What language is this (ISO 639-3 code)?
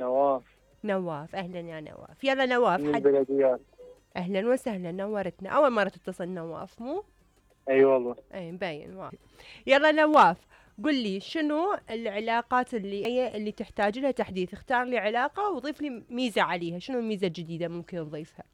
acm